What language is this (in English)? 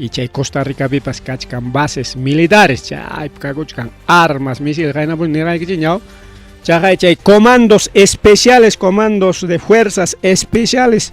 Ayacucho Quechua